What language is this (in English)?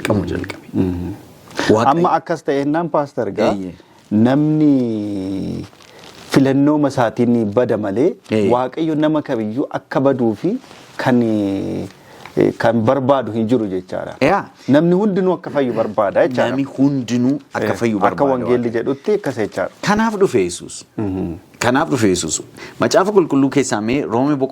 Oromo